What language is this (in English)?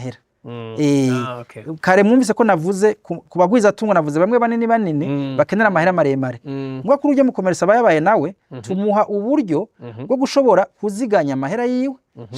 Rundi